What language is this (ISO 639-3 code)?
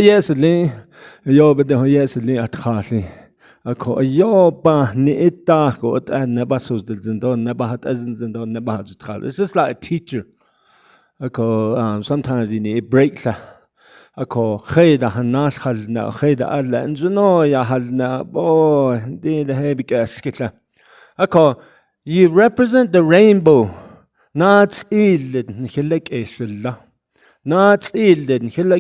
nav